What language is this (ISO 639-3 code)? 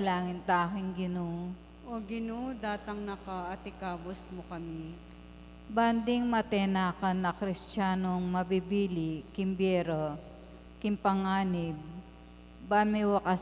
pam